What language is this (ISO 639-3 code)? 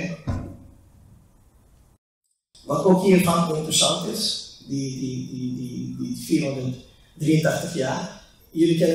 nld